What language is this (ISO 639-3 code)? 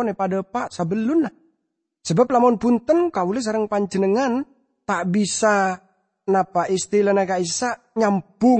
mad